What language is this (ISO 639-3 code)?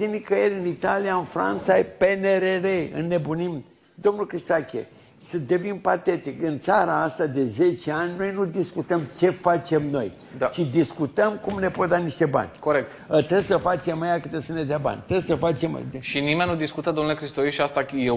ron